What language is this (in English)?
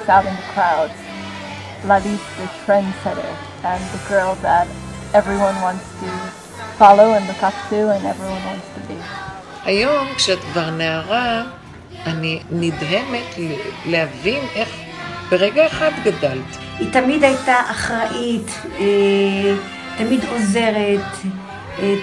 Hebrew